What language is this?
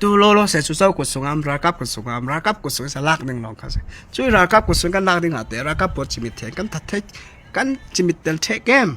Falam Chin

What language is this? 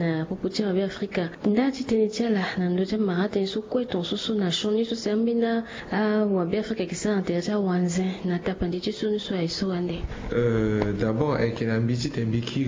Sango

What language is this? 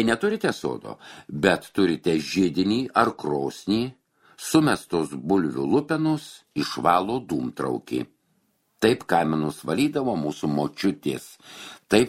Lithuanian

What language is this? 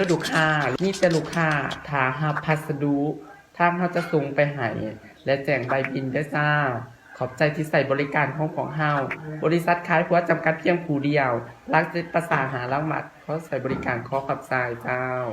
Lao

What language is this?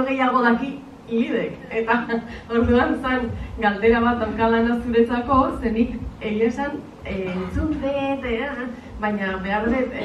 Basque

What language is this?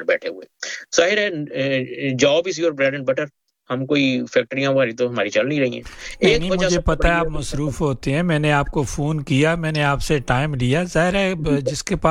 Urdu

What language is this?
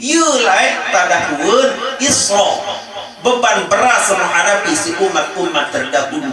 Sasak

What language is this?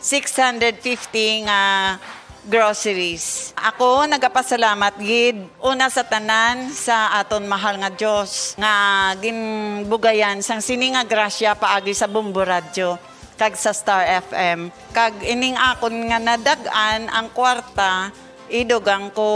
Hiligaynon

